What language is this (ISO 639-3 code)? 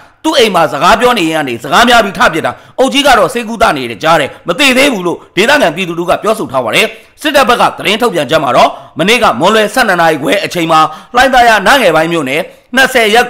mya